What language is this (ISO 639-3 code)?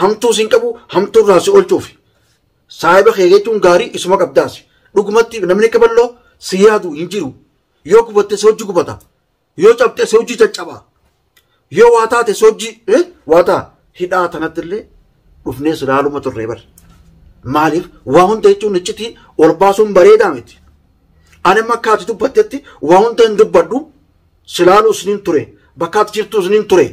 orm